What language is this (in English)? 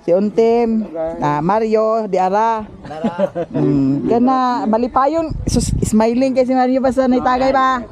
Cebuano